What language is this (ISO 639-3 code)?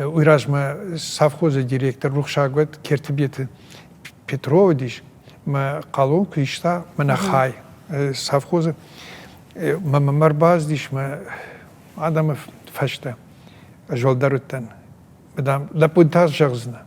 oss